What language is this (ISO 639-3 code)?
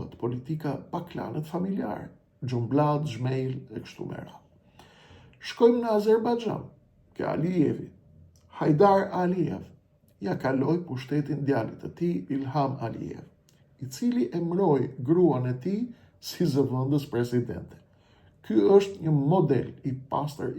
sqi